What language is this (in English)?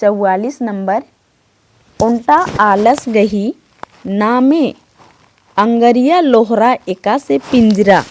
Kurukh